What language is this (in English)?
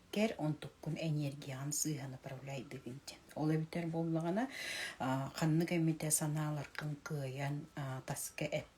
Yakut